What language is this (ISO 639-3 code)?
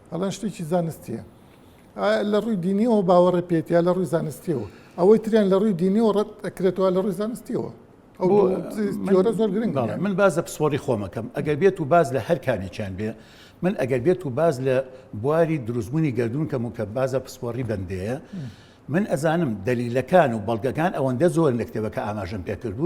ckb